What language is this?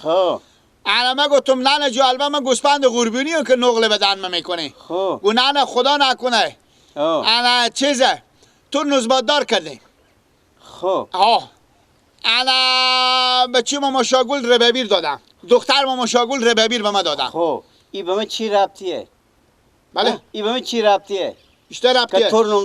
Persian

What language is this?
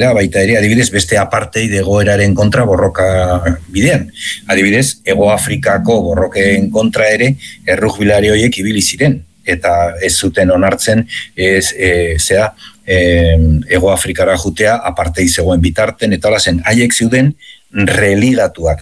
Basque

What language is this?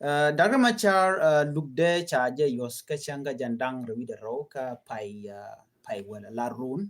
Nuer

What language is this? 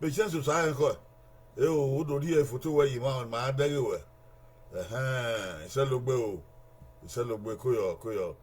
Bini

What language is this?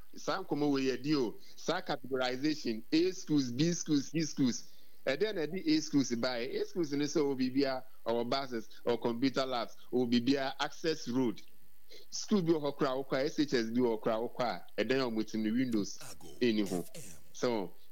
Akan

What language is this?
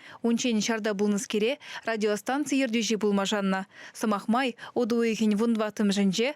Chuvash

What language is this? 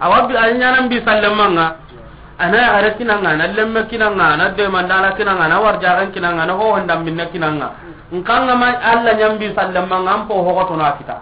Soninke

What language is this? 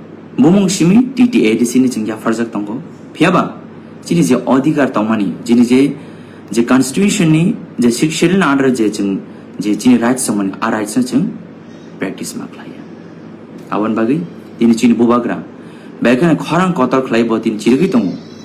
Kok Borok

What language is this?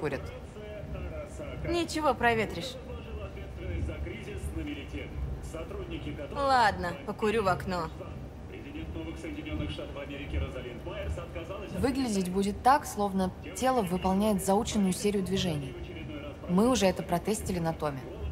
Russian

